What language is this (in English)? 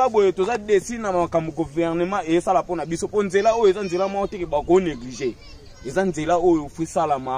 Lingala